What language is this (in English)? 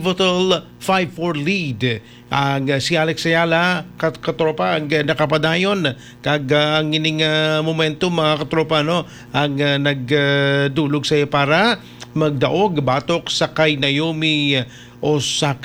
Hiligaynon